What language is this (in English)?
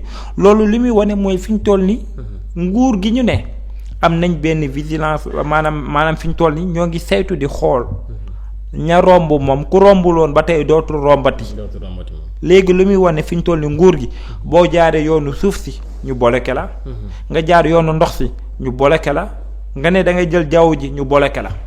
Wolof